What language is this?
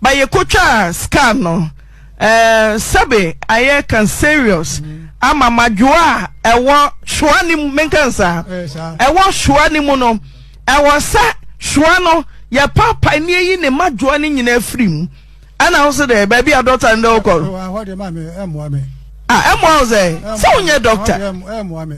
Akan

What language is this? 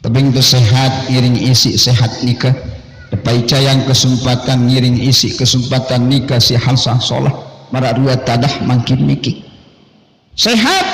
Sasak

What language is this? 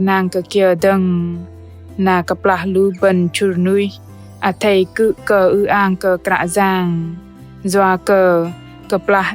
Bahnar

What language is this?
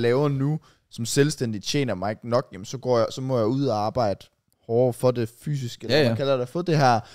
Danish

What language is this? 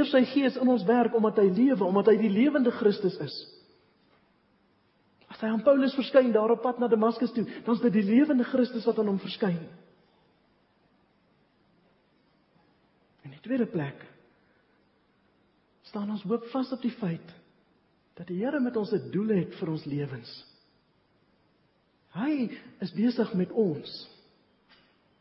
Afrikaans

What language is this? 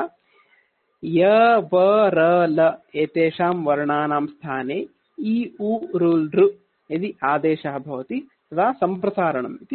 Sanskrit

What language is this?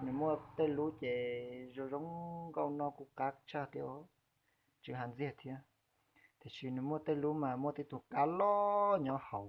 Hmong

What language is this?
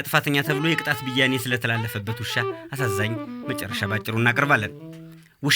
Amharic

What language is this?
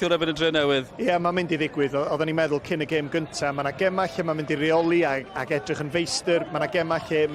Welsh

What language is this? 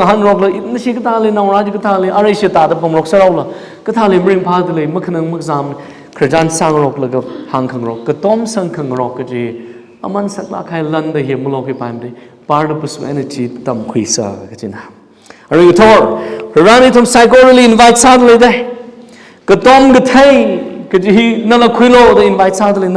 Tangkhul Naga (India)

